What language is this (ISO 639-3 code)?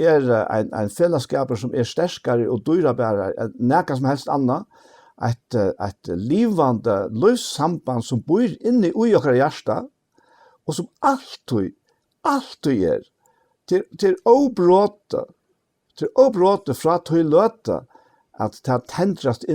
fao